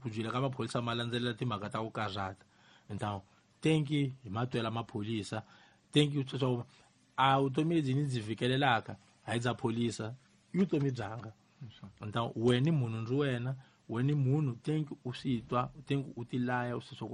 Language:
Tsonga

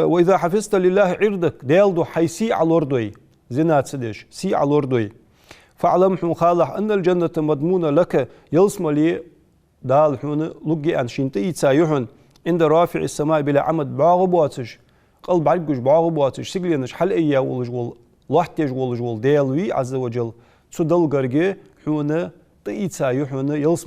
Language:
Ingush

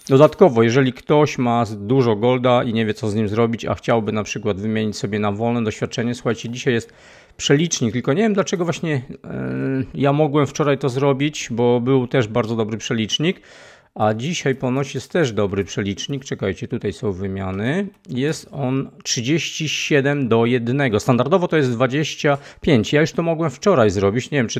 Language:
Polish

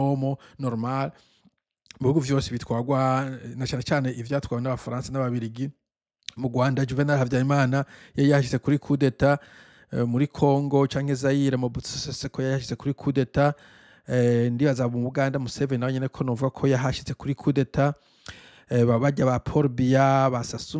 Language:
Rundi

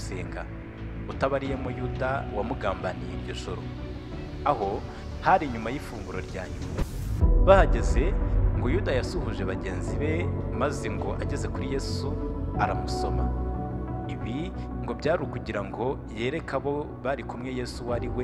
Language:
Kinyarwanda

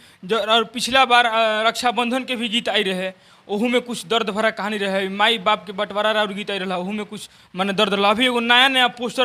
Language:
Bhojpuri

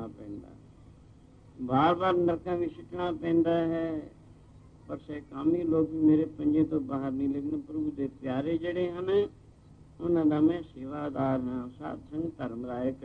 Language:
Punjabi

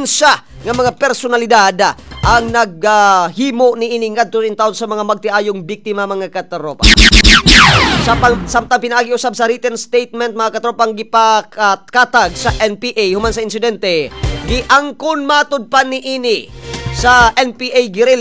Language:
Cebuano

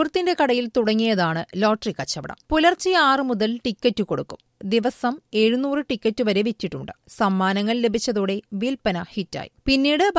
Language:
Malayalam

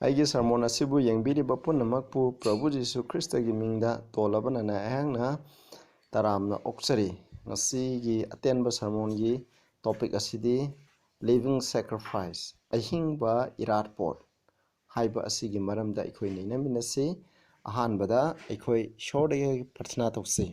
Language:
Manipuri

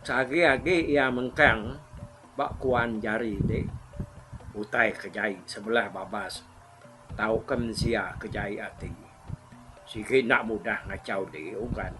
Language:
Iban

